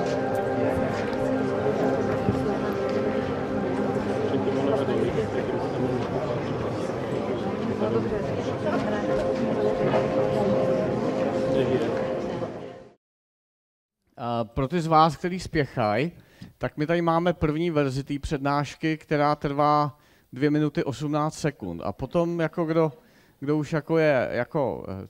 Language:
Czech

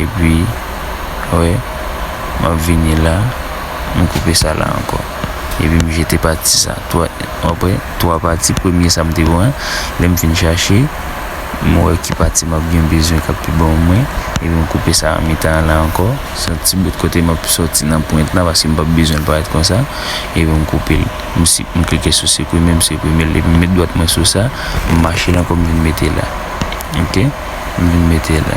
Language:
Haitian Creole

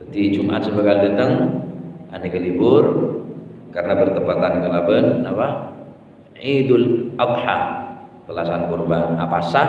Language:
Madurese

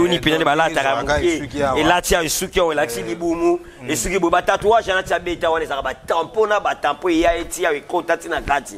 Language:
Lingala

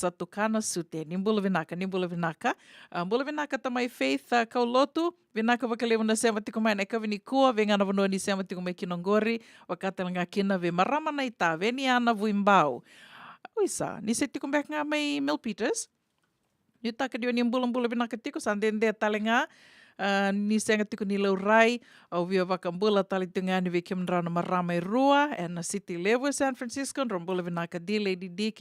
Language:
Fijian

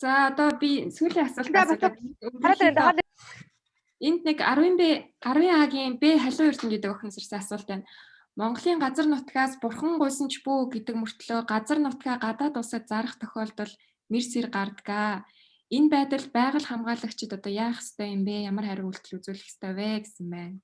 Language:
Mongolian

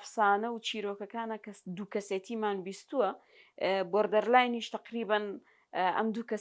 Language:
Central Kurdish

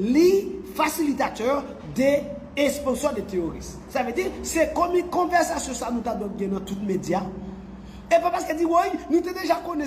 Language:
Haitian Creole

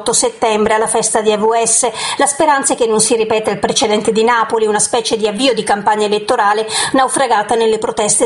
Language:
Italian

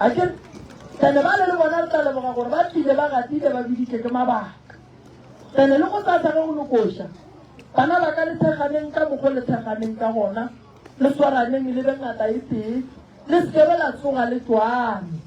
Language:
Northern Sotho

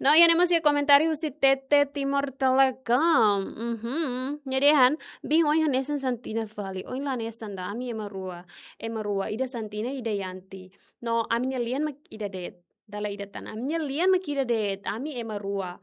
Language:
Tetum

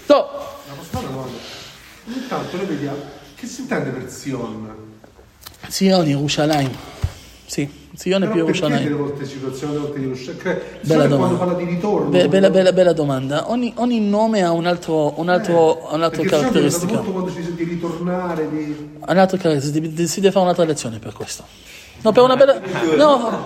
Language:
Italian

